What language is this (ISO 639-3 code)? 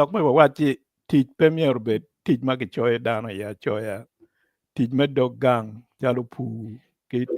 ach